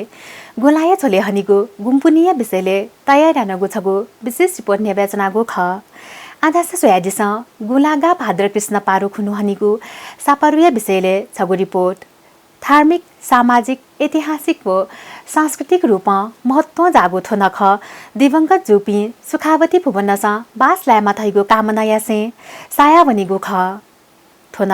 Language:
Newari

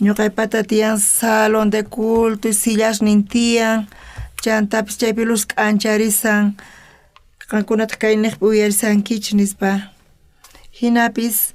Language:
South Bolivian Quechua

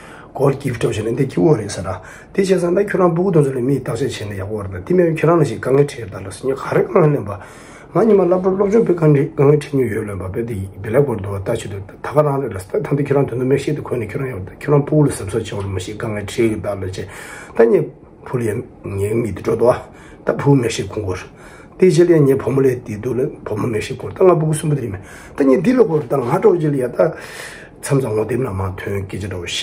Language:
Tibetan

